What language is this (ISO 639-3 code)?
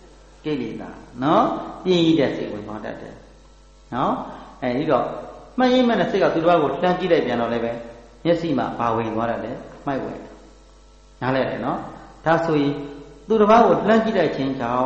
mya